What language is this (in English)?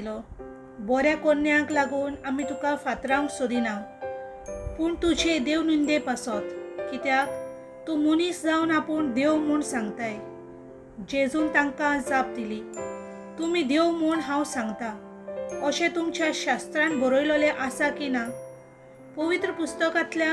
Konkani